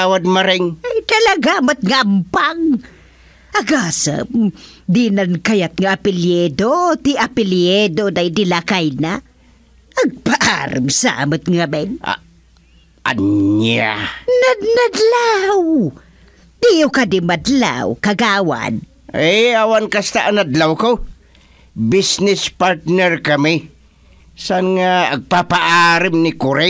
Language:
Iloko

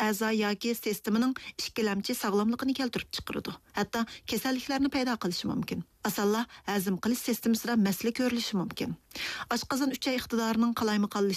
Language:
Uyghur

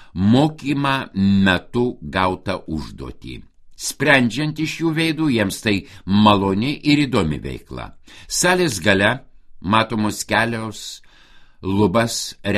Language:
Lithuanian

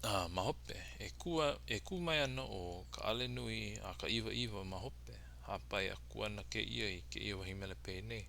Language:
Hawaiian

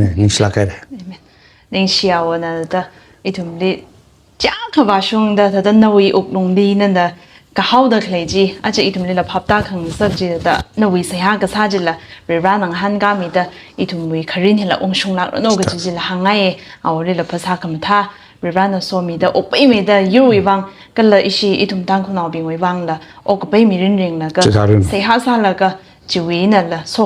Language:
Tangkhul Naga (India)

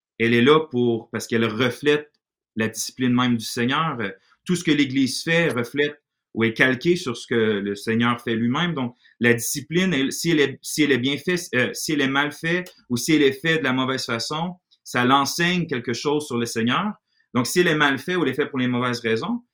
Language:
French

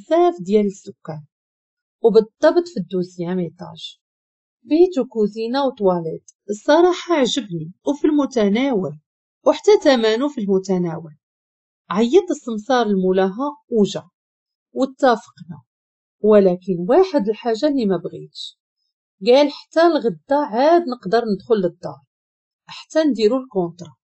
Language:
Moroccan Arabic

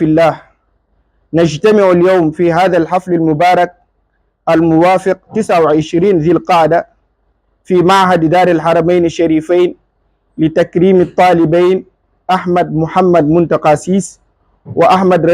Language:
Fula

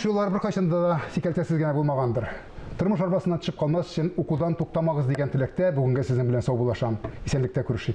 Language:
Tatar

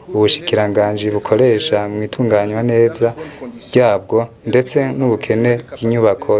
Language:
Rundi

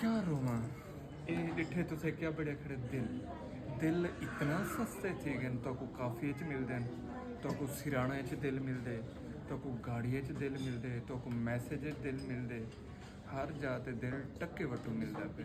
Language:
Saraiki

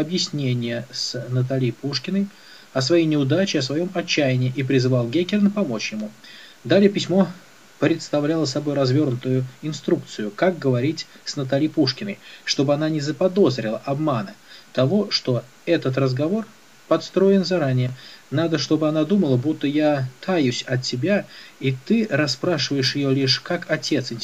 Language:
Russian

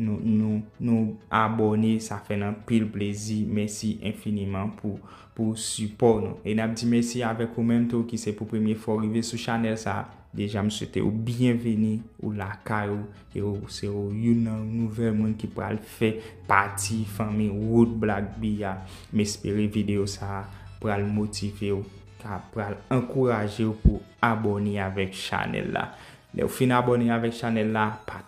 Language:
Haitian Creole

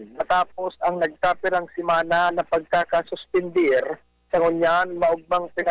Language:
Bikol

